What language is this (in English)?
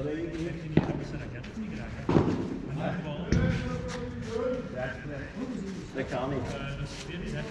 Dutch